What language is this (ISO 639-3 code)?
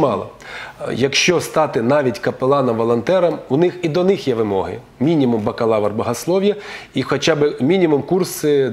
ukr